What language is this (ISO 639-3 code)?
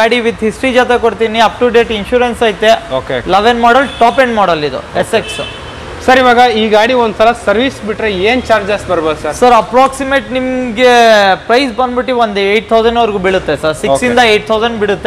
kan